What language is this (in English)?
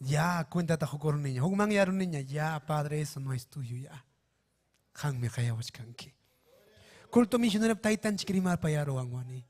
Ayacucho Quechua